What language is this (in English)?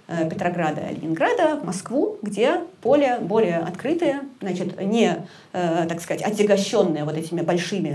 Russian